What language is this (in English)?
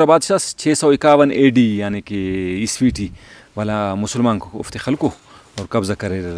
Brahui